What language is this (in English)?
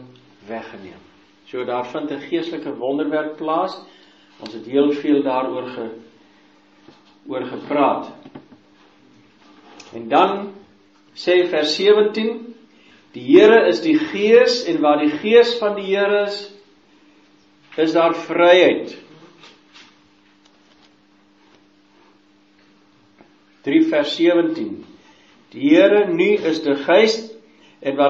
Afrikaans